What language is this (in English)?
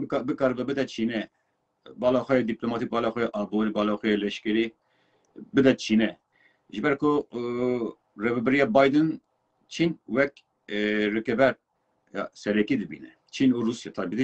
Kurdish